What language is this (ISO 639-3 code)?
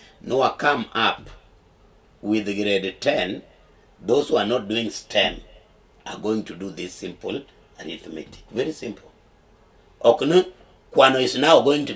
luo